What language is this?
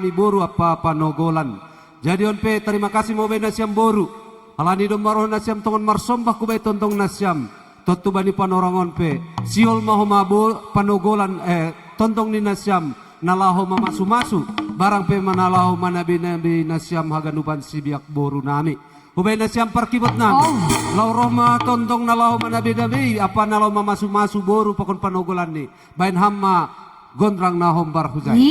Batak Simalungun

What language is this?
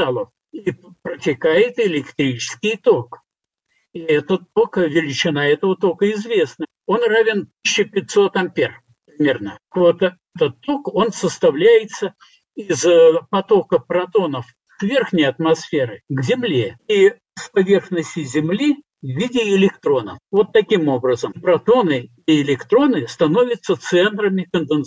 Russian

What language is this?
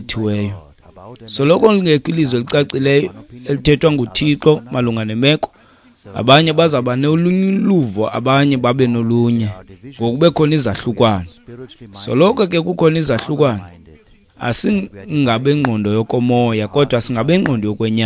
Xhosa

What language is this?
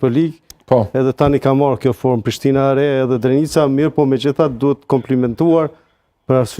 Albanian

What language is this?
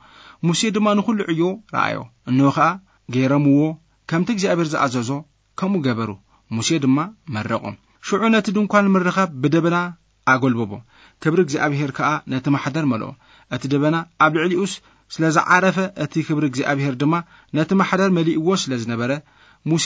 Tigrinya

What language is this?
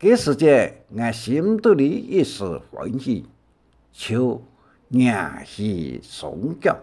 Hakka Chinese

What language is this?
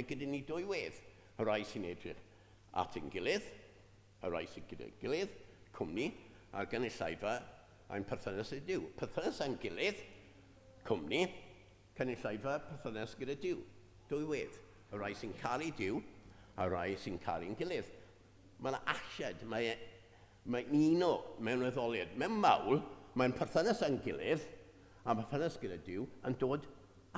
Welsh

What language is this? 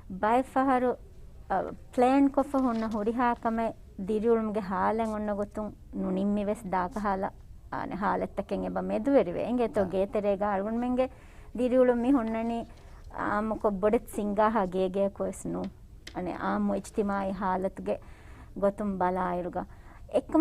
Divehi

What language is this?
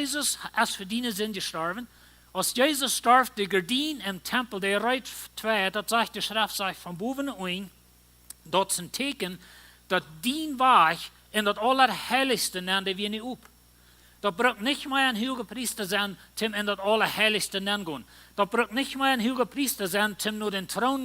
Plautdietsch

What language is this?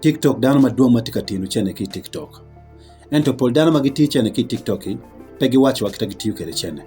Acoli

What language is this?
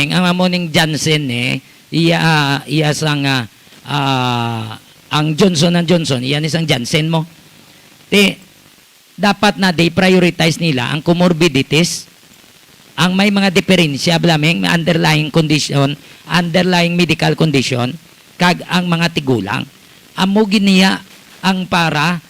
Hiligaynon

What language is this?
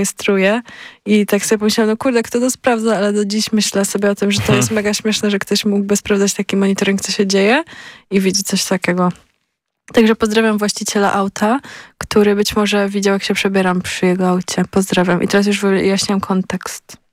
Polish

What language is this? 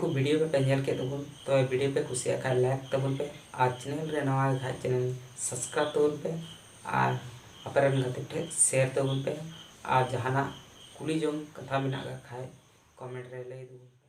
Santali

